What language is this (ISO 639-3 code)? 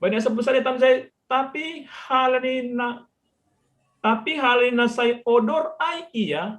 bts